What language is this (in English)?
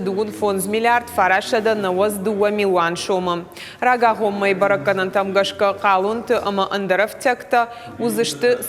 Ossetic